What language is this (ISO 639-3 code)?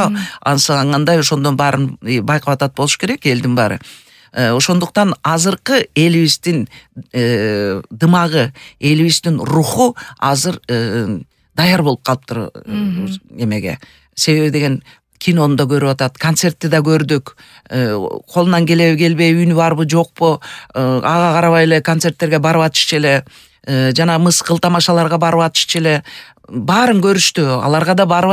kir